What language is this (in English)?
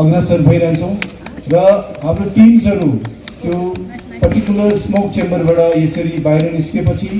Nepali